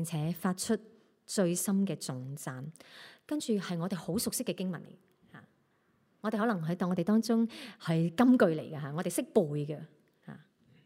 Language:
Cantonese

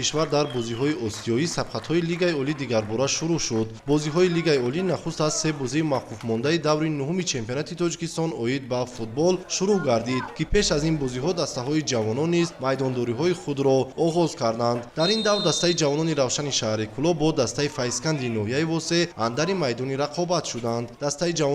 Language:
Tajik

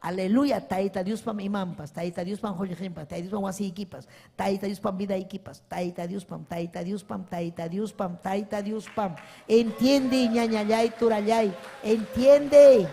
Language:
Ayacucho Quechua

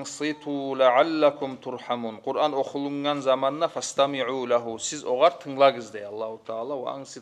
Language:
Kumyk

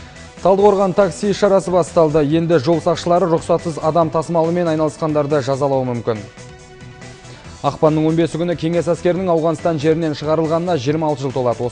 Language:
Kazakh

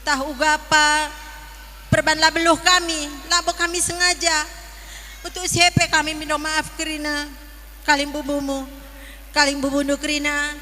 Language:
Batak Karo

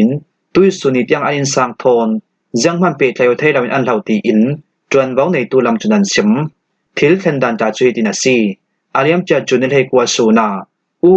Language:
Falam Chin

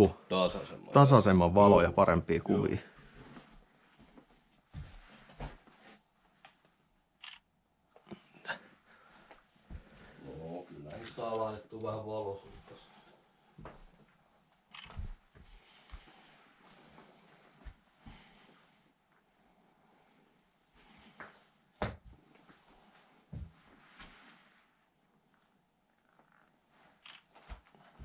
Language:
Finnish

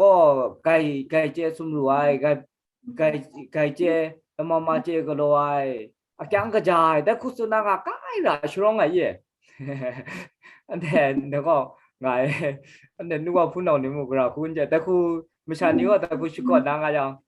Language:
Kachin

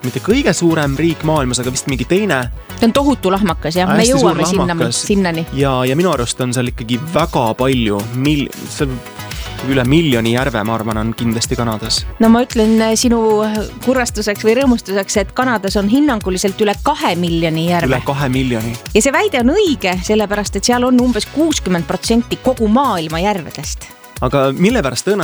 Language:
Estonian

